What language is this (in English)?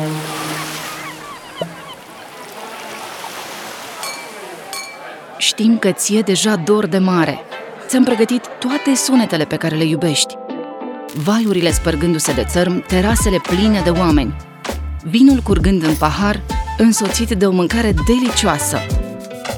Romanian